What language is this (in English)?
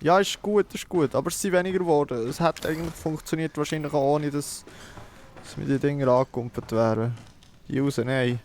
Swiss German